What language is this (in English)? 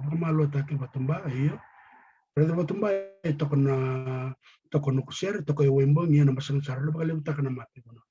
Fijian